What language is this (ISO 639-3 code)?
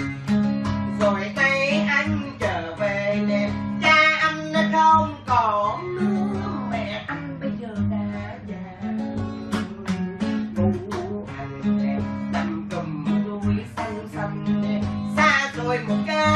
vie